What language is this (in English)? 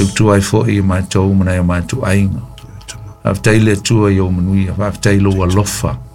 Samoan